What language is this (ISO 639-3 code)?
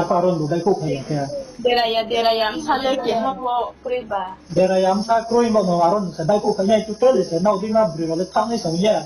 ria